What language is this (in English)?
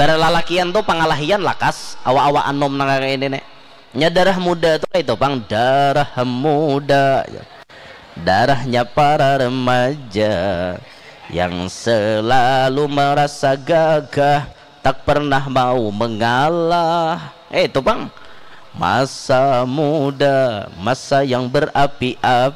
Banjar